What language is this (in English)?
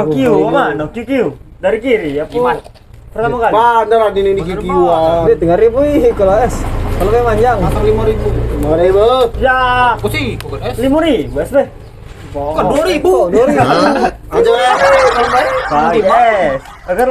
Musi